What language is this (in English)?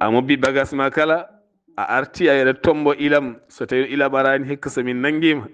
Fula